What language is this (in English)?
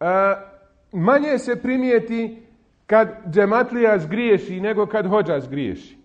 Bosnian